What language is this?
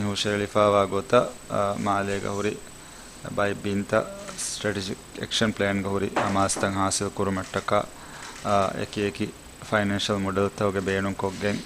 Divehi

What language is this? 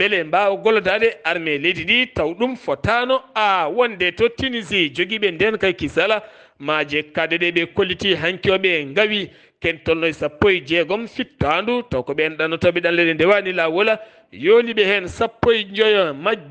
Fula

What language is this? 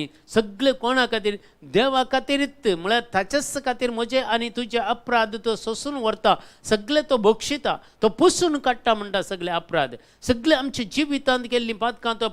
Konkani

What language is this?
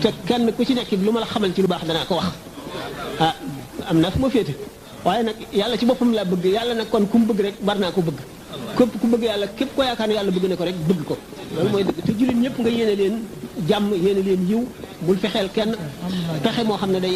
Wolof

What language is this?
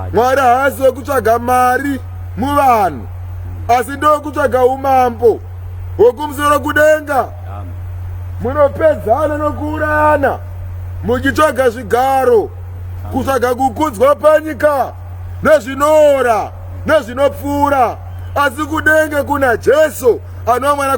Shona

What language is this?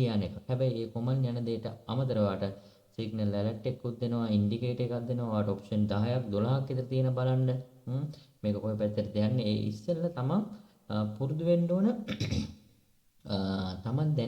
Sinhala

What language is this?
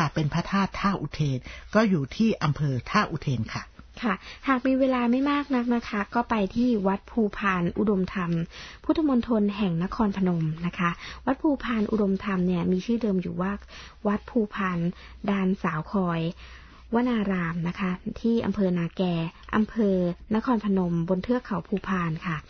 Thai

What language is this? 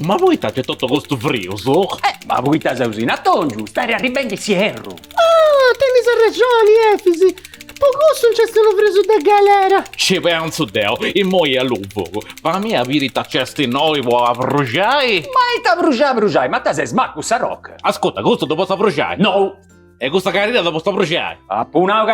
Sardinian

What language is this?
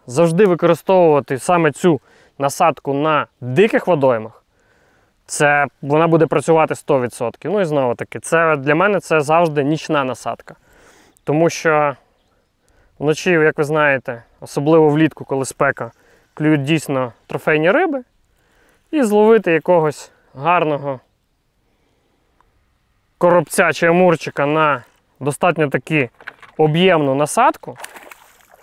Ukrainian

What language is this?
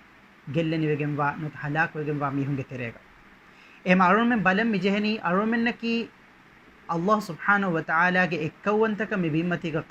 Divehi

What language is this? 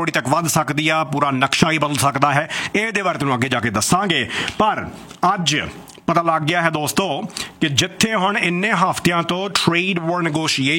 Punjabi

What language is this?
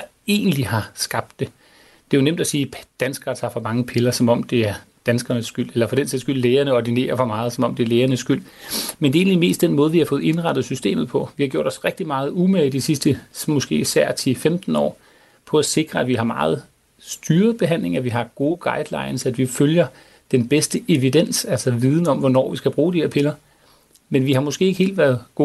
Danish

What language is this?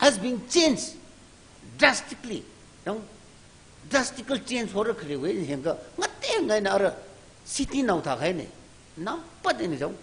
Tangkhul Naga (India)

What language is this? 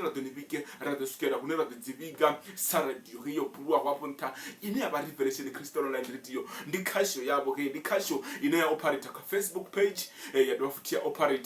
Venda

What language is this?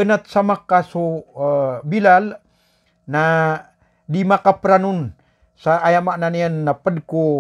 Maranao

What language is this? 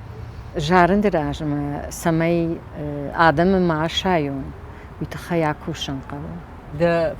Ossetic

